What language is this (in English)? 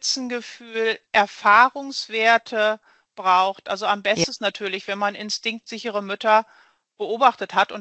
German